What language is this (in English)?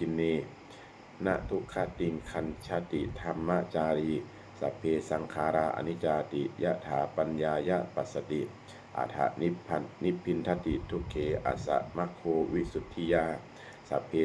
Pali